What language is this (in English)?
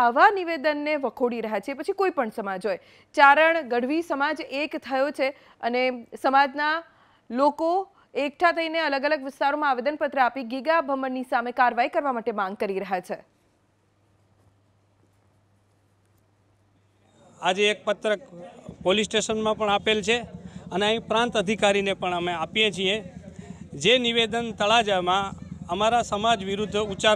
Gujarati